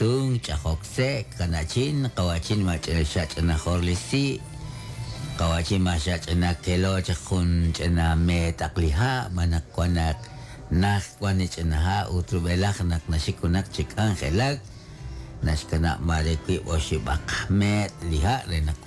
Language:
Kekchí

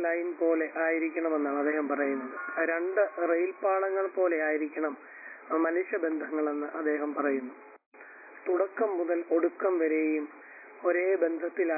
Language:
Malayalam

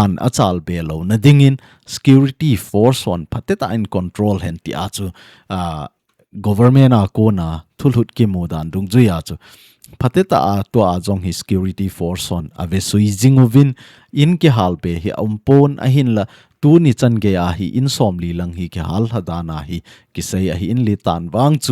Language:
Thado Chin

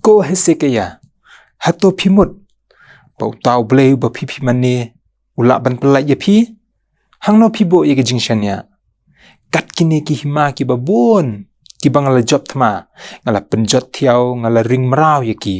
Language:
Khasi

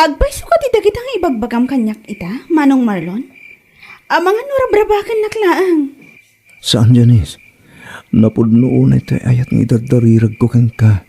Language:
Iloko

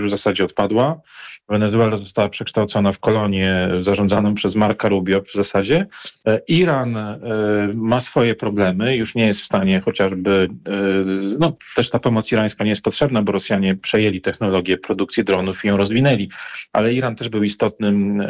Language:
Polish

